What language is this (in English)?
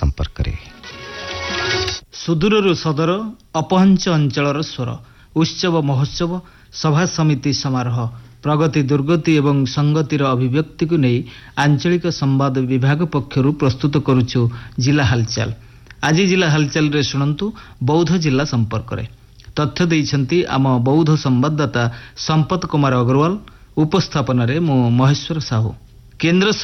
Odia